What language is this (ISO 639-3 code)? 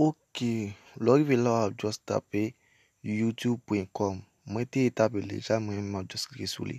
hat